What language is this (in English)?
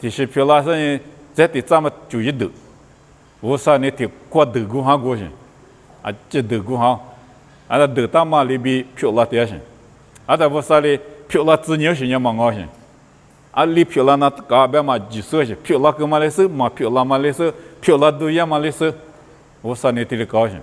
Lisu